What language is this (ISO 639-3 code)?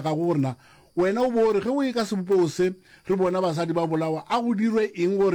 nso